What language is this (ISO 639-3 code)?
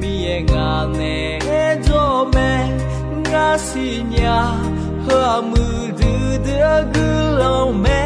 ahk